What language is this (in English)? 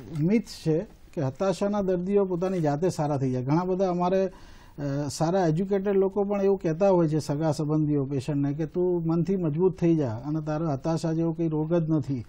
Gujarati